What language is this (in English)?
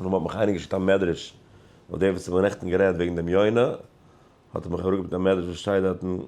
Yiddish